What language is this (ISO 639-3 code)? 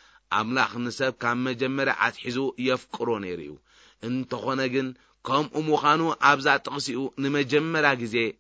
tir